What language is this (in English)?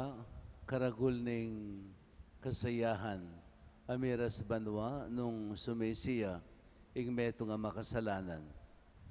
Pampanga